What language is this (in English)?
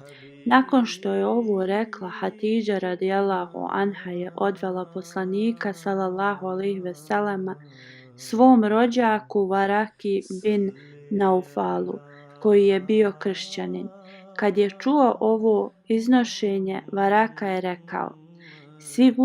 Bosnian